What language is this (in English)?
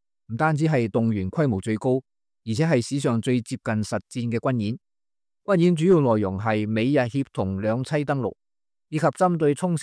Cantonese